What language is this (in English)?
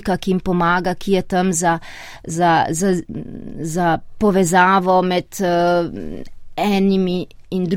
Slovenian